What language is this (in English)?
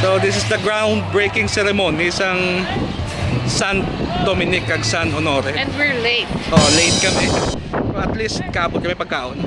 Hiligaynon